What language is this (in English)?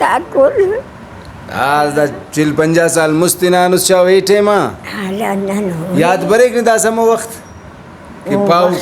Brahui